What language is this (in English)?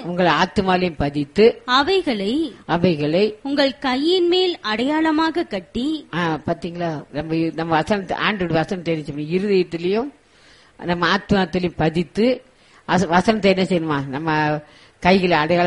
Tamil